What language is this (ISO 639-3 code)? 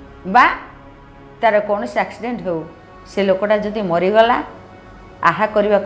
ori